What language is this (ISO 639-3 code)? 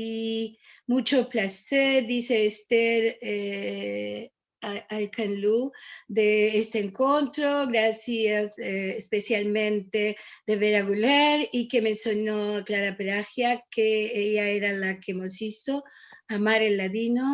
lad